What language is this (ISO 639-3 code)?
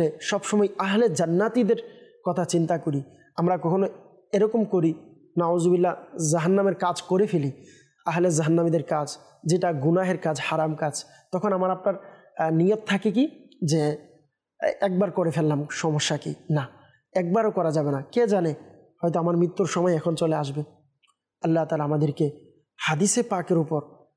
ben